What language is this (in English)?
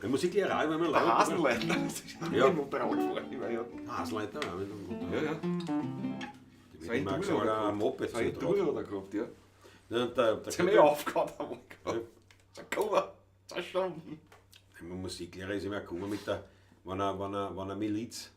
Bavarian